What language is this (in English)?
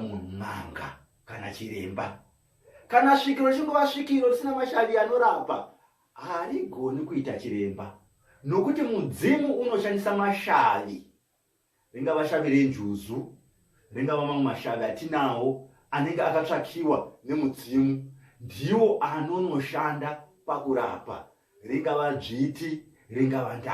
Shona